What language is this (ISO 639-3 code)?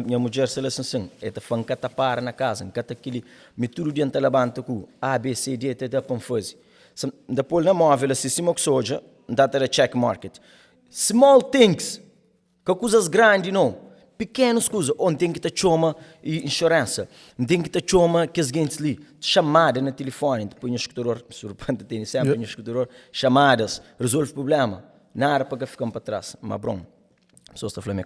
kea